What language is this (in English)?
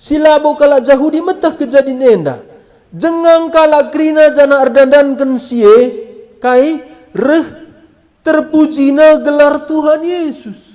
Batak Karo